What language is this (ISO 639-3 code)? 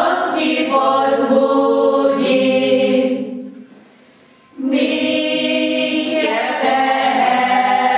hun